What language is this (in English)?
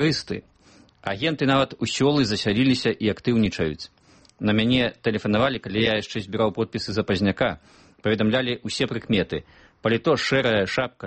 Belarusian